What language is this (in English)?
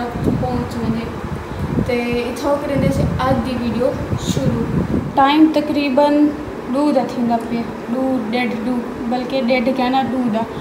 Saraiki